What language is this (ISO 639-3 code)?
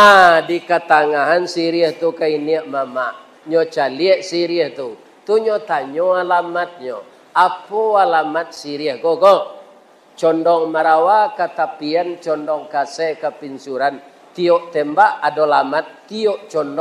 min